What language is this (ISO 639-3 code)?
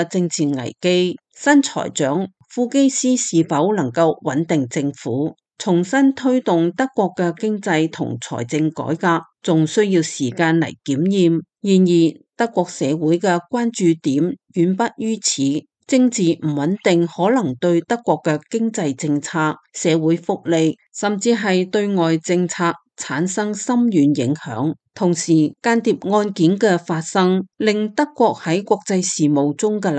yue